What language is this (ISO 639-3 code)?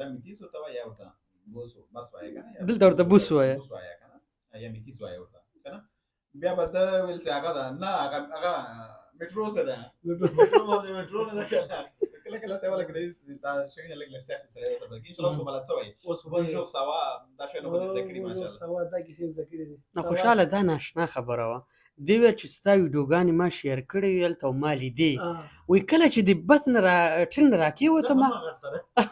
pus